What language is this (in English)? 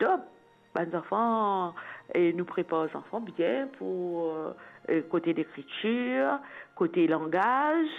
Morisyen